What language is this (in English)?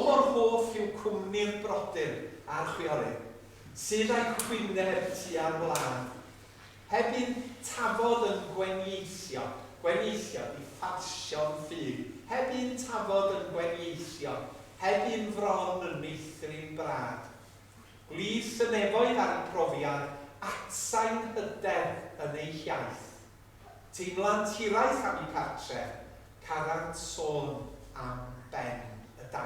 Welsh